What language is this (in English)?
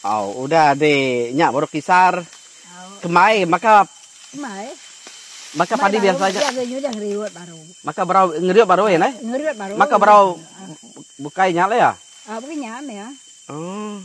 Iban